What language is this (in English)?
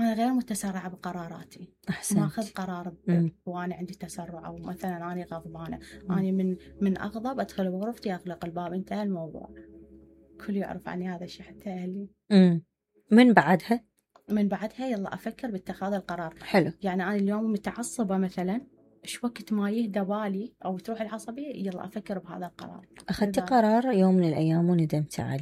Mesopotamian Arabic